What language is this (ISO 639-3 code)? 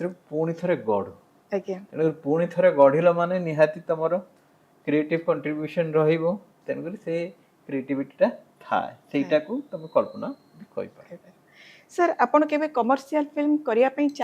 ori